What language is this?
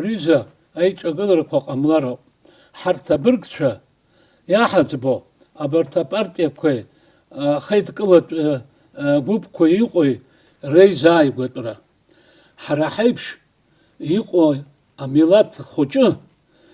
Abkhazian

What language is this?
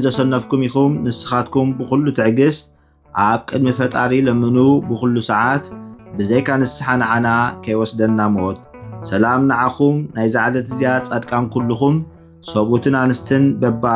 Tigrinya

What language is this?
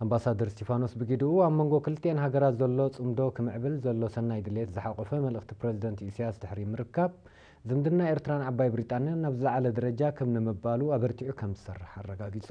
Tigrinya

